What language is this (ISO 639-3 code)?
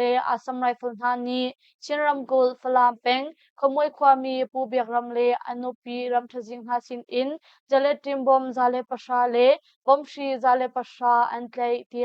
cnh